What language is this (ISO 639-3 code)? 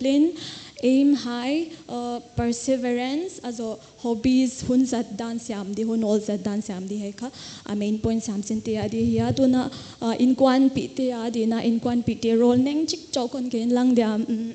pck